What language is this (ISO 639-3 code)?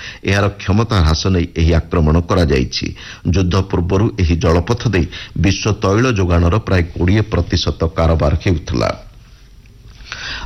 ori